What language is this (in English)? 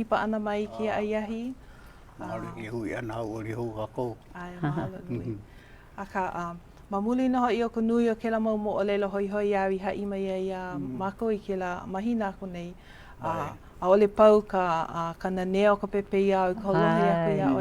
Hawaiian